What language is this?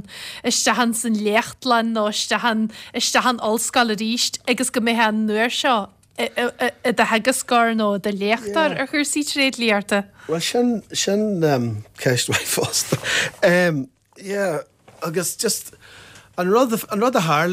Irish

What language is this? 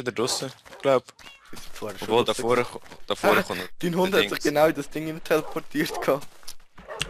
Swiss German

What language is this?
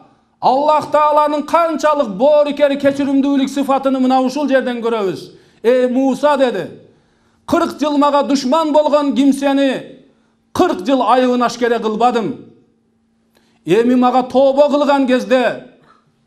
Kyrgyz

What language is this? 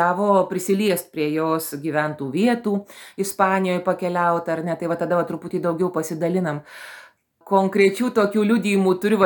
Lithuanian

